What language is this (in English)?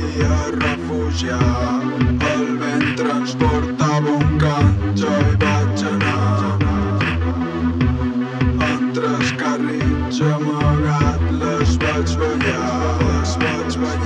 Catalan